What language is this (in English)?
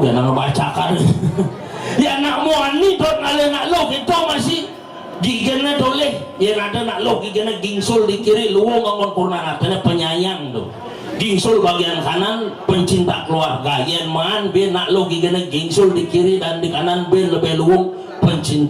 Balinese